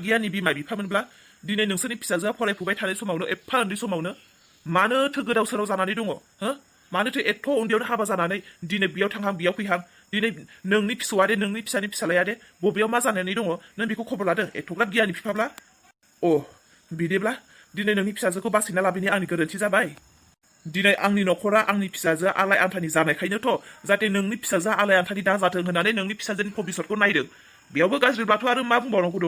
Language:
Bodo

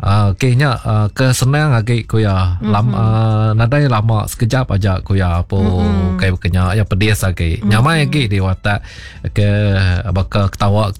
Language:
Iban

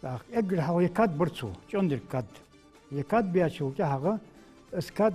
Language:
Ingush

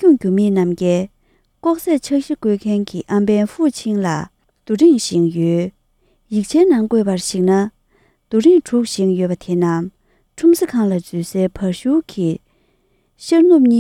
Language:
Tibetan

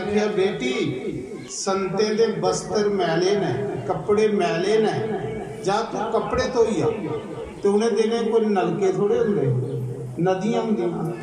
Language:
Dogri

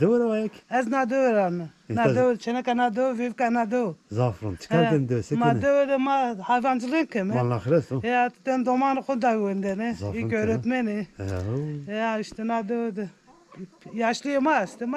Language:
Zaza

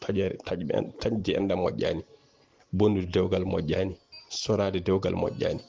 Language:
Fula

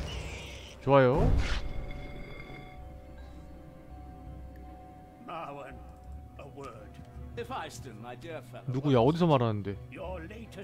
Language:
Korean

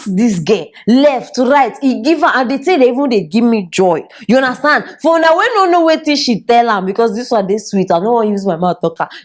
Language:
Nigerian Pidgin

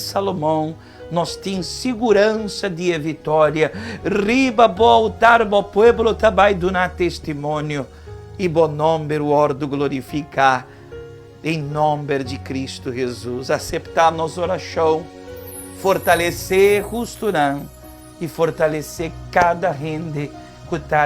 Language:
Papiamento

